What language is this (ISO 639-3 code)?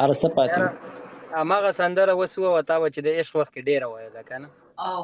pus